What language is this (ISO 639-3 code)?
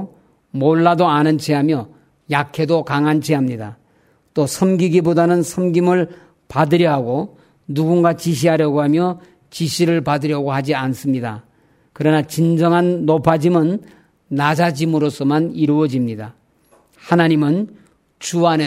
kor